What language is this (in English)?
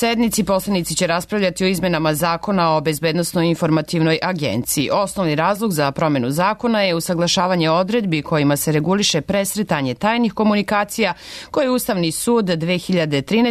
Serbian